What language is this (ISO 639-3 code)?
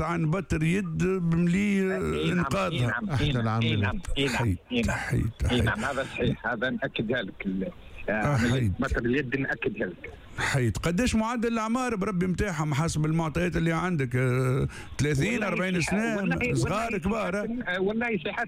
aeb